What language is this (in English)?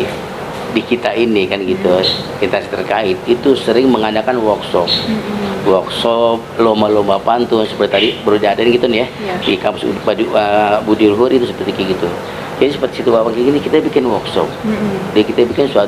Betawi